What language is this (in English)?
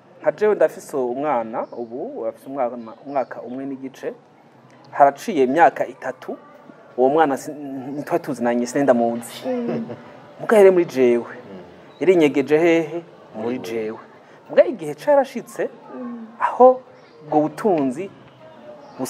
Rundi